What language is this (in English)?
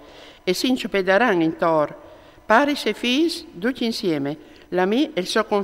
Friulian